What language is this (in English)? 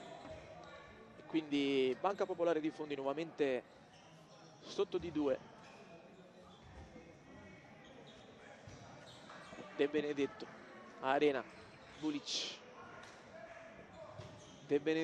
Italian